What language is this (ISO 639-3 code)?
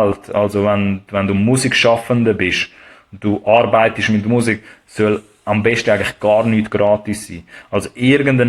gsw